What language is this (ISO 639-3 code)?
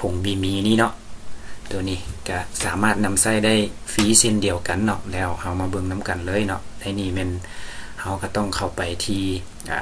lao